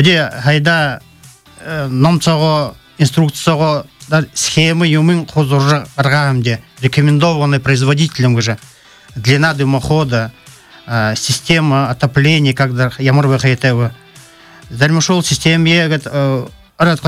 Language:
Buriat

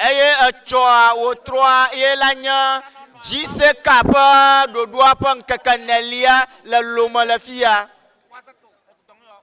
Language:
Ewe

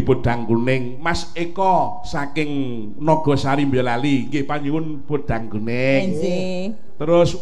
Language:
Javanese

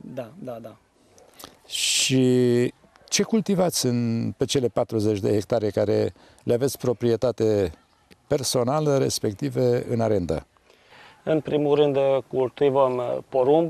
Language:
Romanian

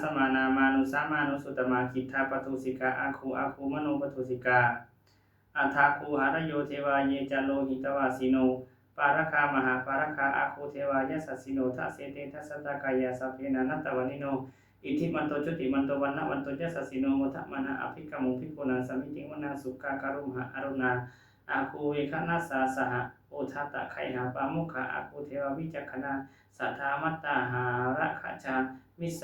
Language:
Pali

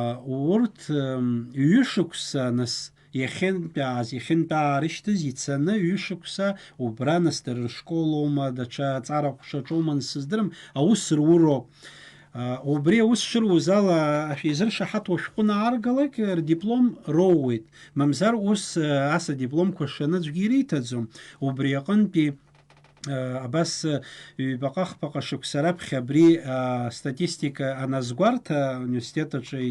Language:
Abkhazian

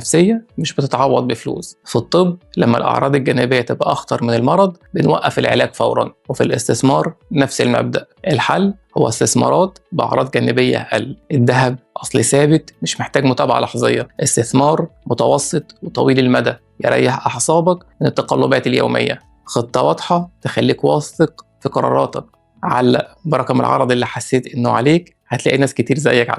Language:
Egyptian Arabic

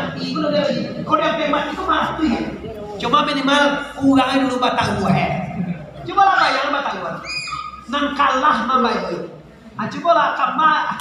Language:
Minangkabau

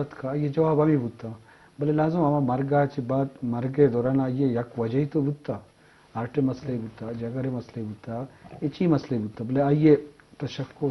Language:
Eastern Balochi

